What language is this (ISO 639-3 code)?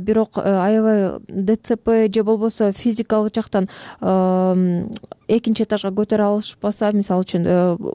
kir